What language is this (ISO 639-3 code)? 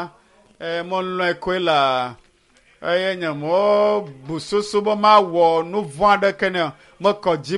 ewe